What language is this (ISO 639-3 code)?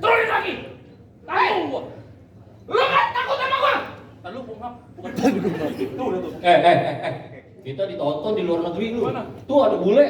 bew